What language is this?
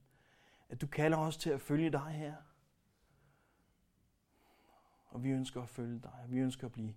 Danish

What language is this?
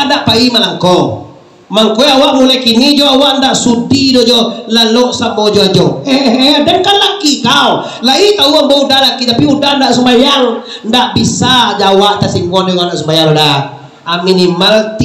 Minangkabau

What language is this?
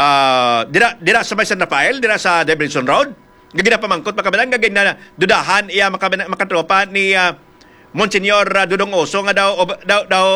Hiligaynon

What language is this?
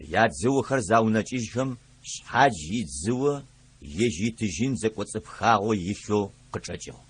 Adyghe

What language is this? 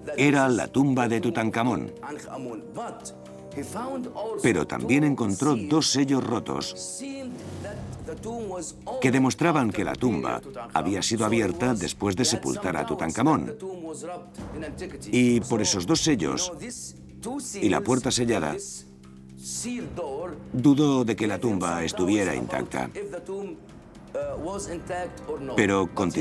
Spanish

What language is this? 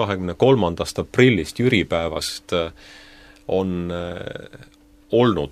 Estonian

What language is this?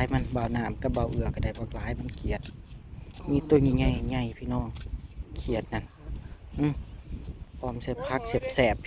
Northeastern Thai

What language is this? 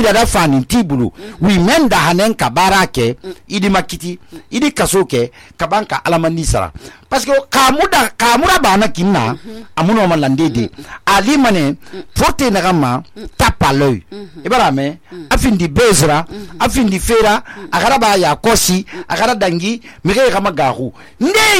Susu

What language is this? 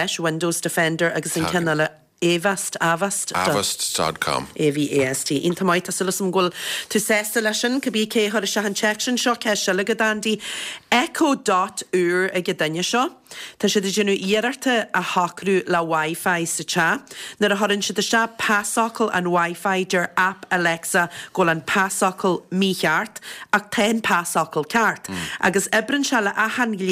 Irish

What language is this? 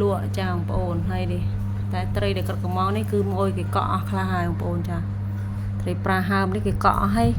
Khmer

